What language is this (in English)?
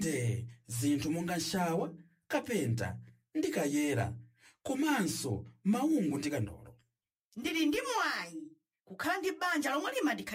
Nyanja